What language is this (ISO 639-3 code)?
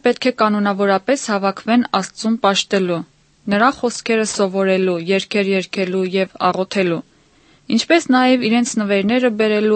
hye